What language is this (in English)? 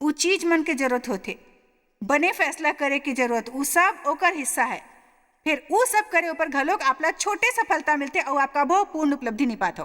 Chhattisgarhi